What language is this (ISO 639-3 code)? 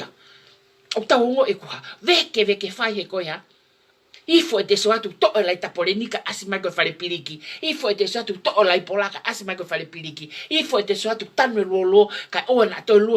ton